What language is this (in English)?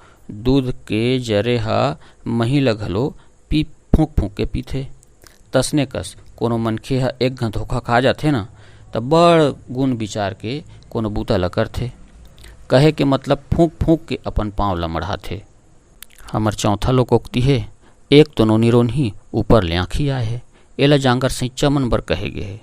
Chhattisgarhi